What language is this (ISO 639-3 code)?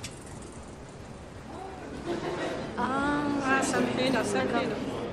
fra